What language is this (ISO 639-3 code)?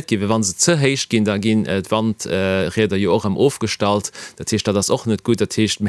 ltz